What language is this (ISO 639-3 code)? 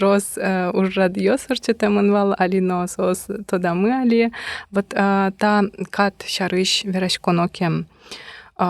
udm